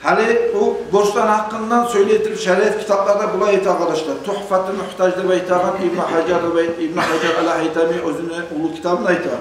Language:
Kumyk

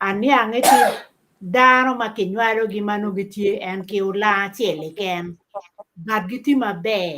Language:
Acoli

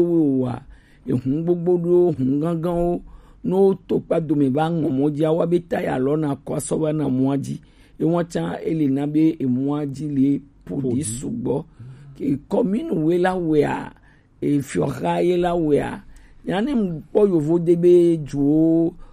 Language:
Gen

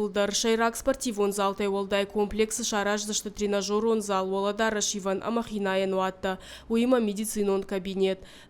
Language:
Ossetic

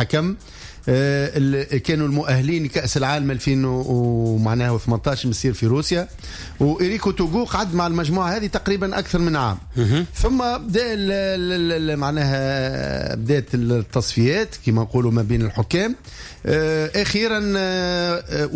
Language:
Tunisian Arabic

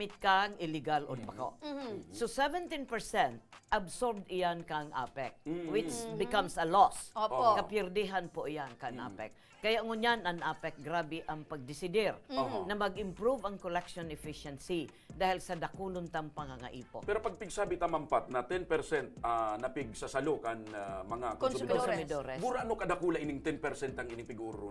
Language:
Bikol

